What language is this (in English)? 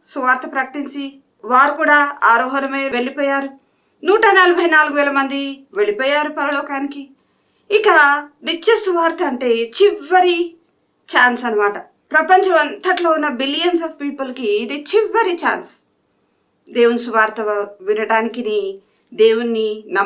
Telugu